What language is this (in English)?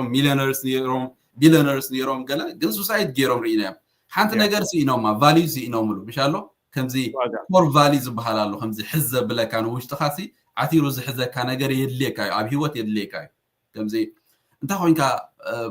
Tigrinya